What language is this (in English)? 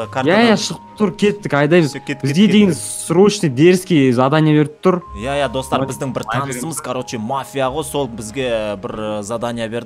Kazakh